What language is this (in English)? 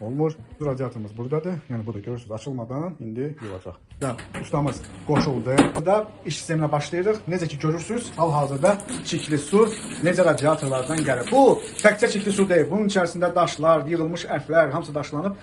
Azerbaijani